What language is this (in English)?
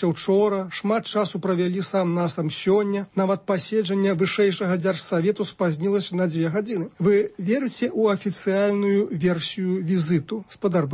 Belarusian